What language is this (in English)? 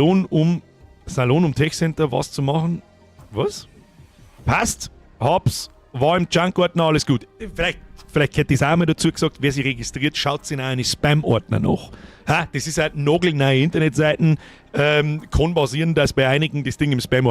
Bavarian